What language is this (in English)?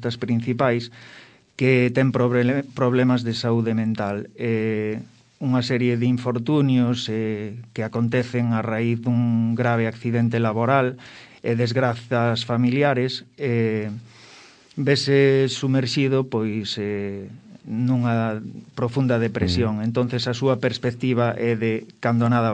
Galician